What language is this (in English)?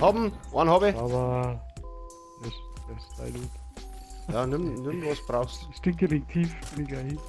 Bavarian